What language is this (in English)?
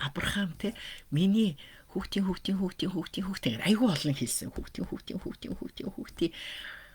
Mongolian